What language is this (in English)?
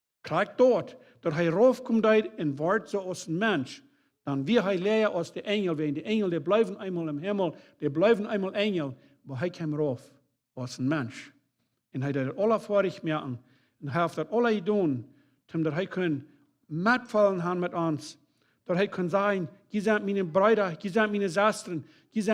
Plautdietsch